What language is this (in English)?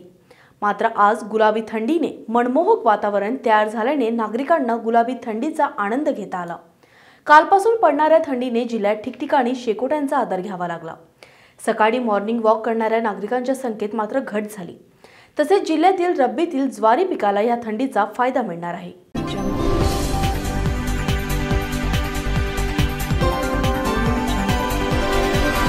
Marathi